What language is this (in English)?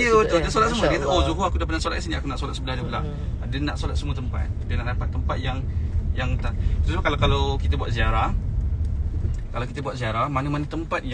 Malay